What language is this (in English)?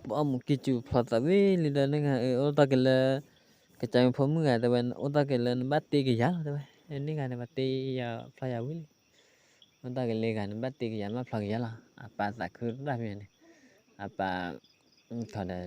S'gaw Karen